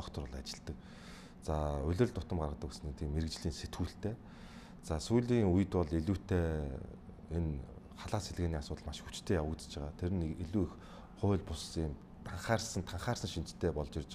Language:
Mongolian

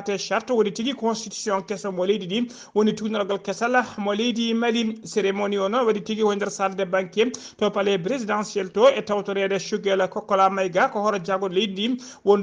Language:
Fula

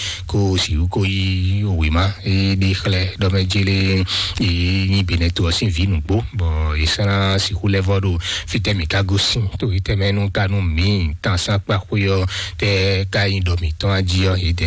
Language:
Fon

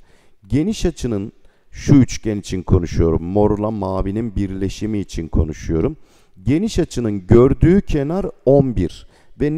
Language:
Turkish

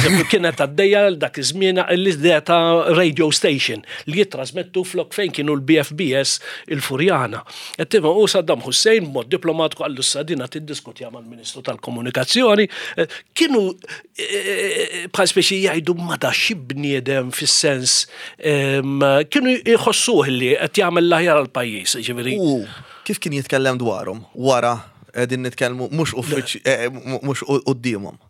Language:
Maltese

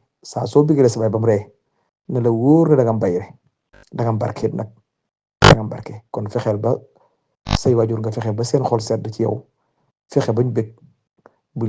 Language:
Wolof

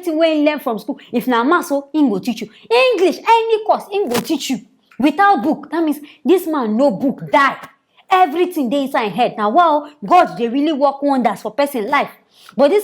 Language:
Nigerian Pidgin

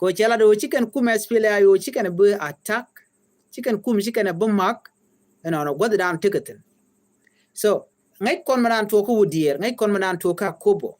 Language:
Nuer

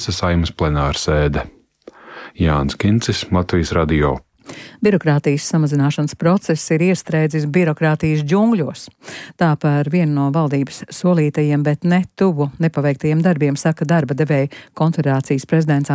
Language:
Latvian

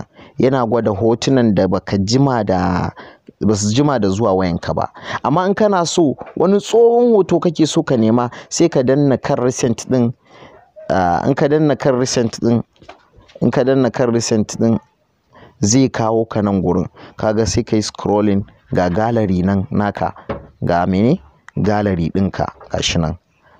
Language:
Hausa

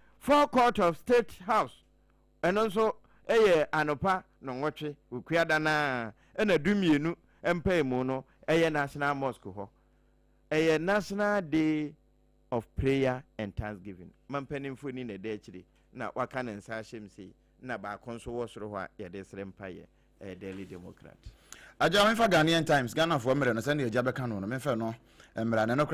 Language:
Akan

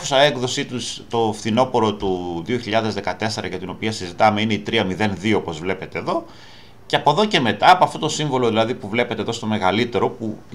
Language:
Greek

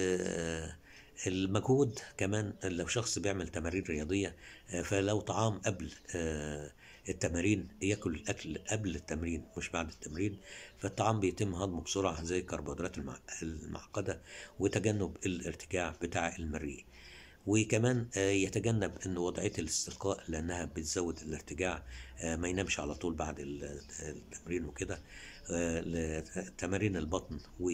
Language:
Egyptian Arabic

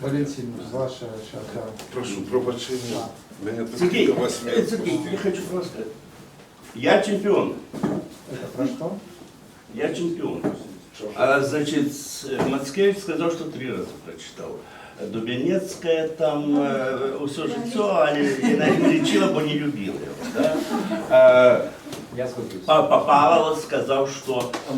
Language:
Belarusian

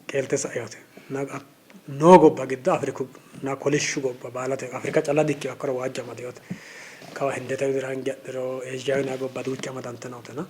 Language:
Sidamo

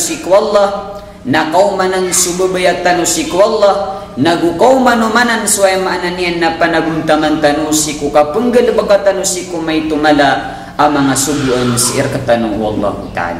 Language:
Maranao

